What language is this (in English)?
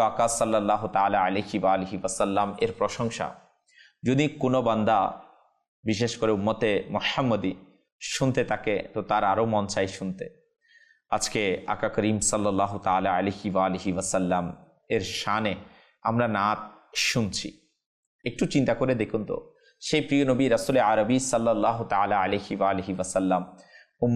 Bangla